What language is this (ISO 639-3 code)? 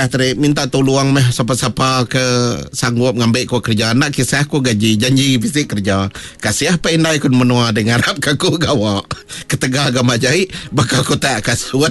iba